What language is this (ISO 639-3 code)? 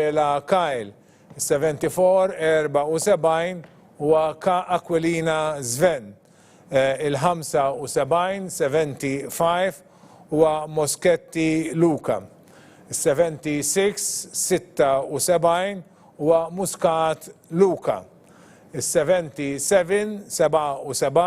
mlt